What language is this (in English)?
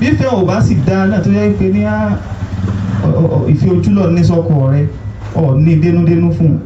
Yoruba